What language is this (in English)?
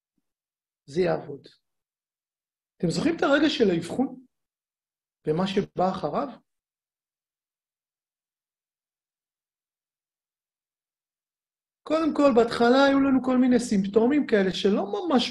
Hebrew